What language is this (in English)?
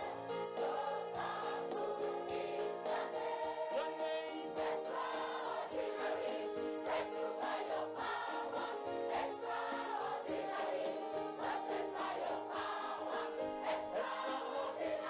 Ewe